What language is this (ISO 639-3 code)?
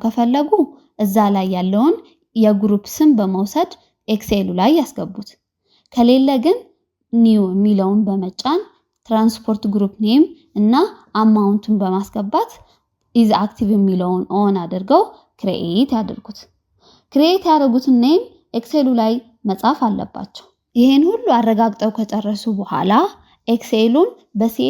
amh